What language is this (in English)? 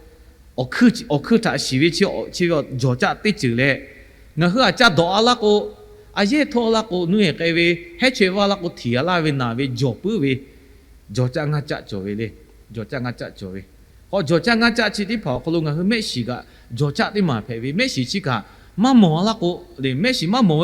Lahu